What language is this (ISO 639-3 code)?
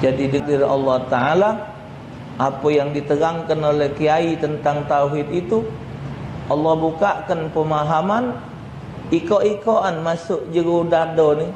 mui